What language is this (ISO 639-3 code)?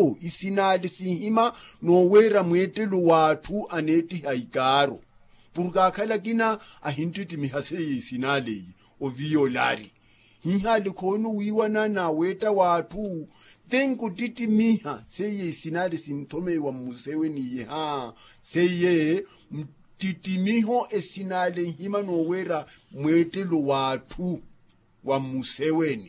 vmw